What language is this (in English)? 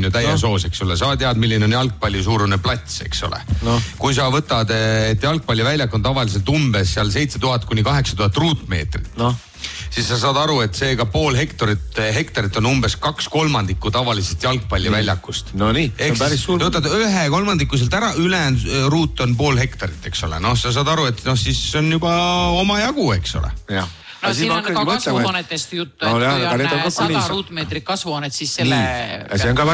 Estonian